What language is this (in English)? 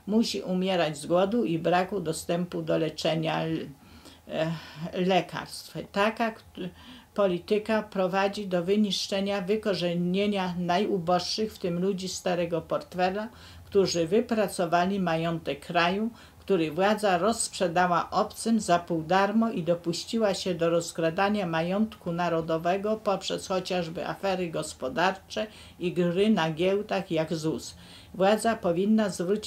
Polish